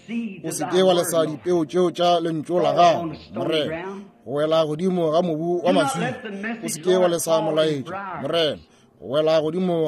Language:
Northern Sotho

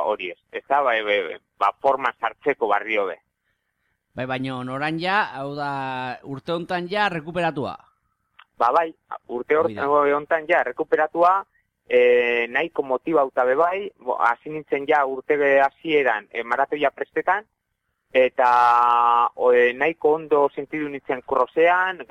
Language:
Basque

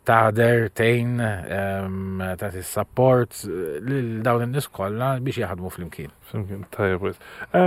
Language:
Maltese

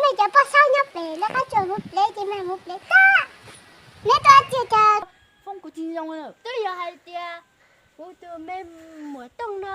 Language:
Hmong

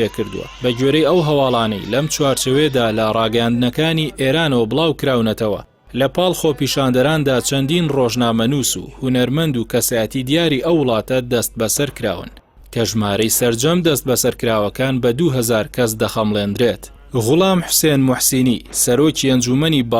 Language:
Central Kurdish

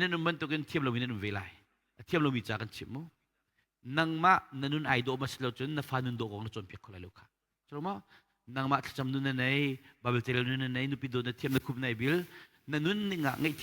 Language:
Hakha Chin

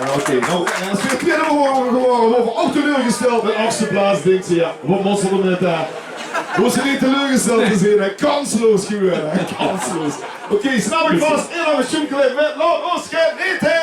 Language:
Limburgish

